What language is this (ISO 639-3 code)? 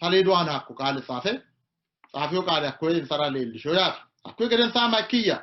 sid